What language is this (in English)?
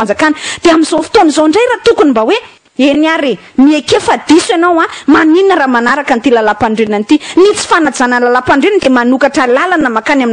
Malagasy